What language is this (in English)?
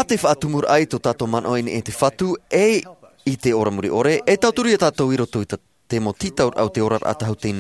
Tahitian